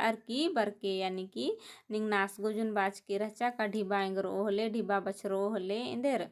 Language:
Kurukh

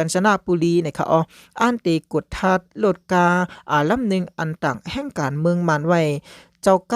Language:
Shan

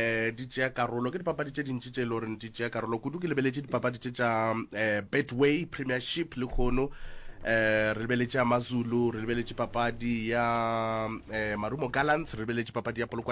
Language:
Northern Sotho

